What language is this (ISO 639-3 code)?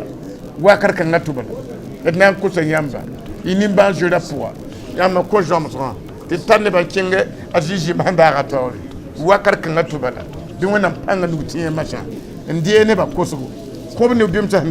mos